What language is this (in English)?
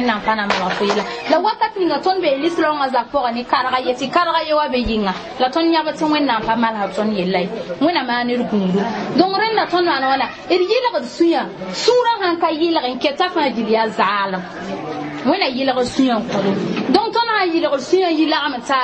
Mossi